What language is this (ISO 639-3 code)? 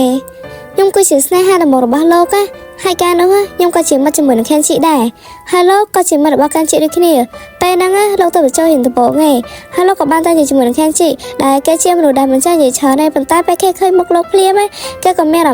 khm